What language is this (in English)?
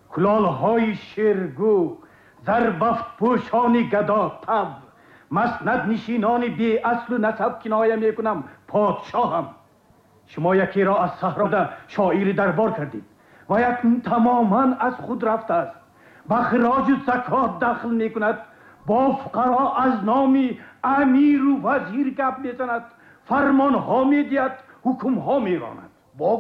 Tajik